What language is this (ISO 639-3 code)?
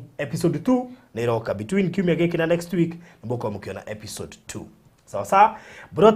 kik